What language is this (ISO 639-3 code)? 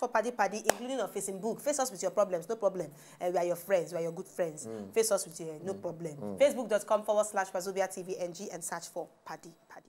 pcm